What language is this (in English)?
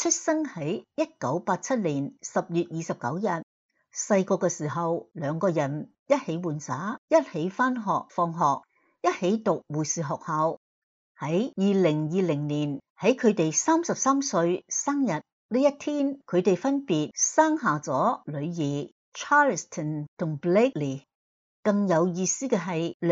Cantonese